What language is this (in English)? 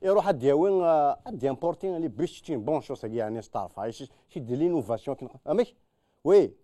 Kabyle